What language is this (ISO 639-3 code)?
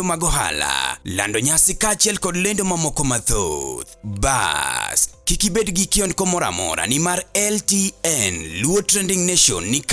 luo